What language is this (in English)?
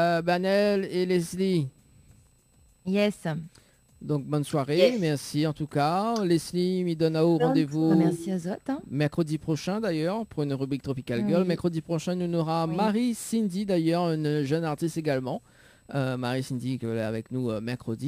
French